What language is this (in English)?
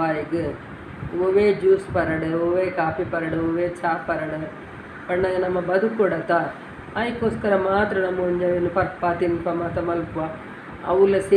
Tulu